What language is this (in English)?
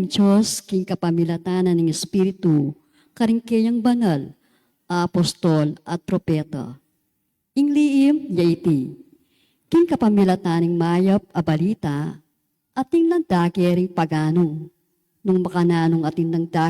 Pampanga